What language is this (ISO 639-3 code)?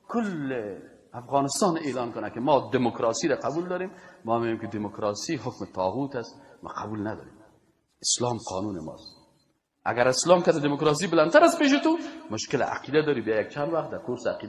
fas